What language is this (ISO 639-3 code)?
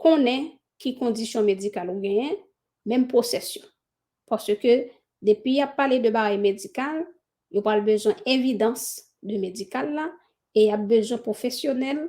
hat